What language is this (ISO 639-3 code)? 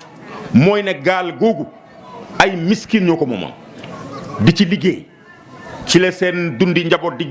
wol